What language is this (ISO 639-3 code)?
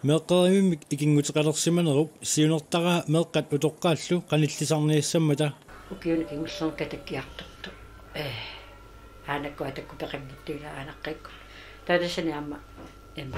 kal